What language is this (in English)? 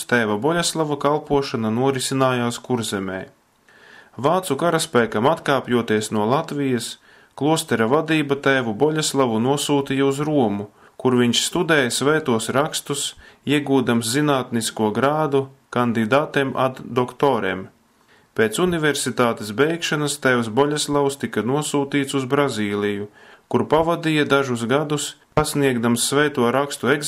Latvian